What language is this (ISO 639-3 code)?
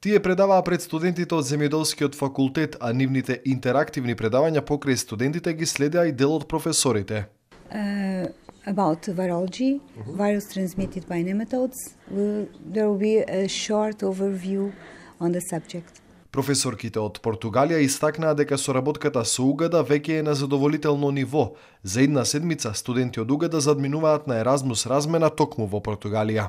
mkd